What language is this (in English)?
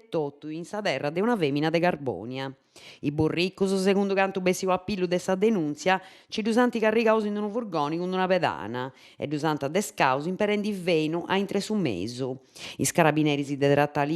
Sardinian